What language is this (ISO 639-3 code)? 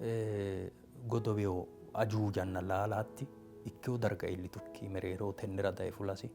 sid